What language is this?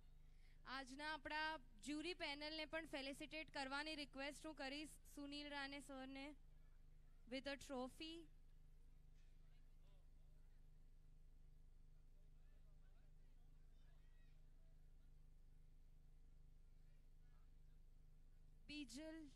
Gujarati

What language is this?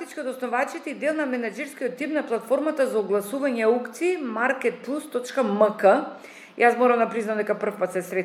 Macedonian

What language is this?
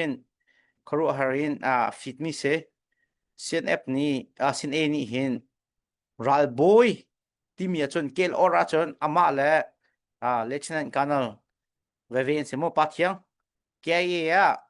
Hakha Chin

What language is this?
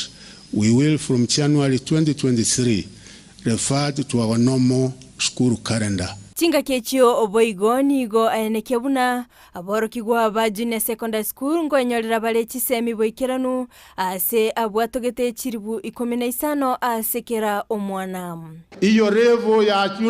Gusii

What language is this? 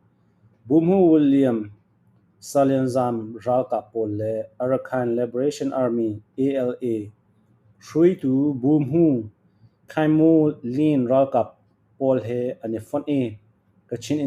Falam Chin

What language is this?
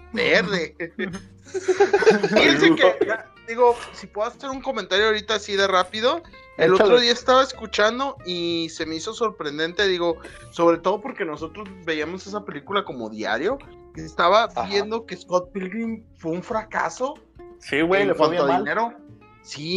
Spanish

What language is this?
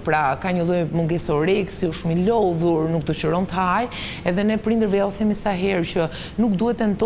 Albanian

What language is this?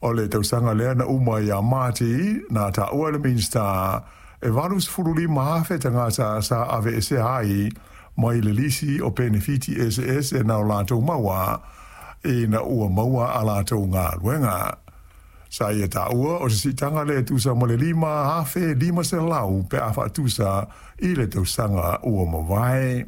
Samoan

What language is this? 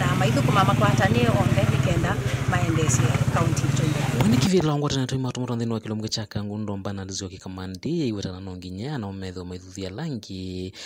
Kamba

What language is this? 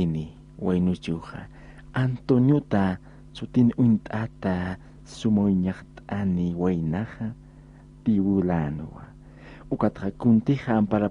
Aymara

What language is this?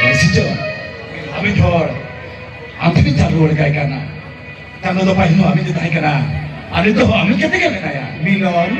Santali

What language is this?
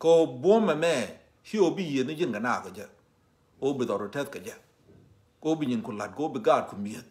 Nuer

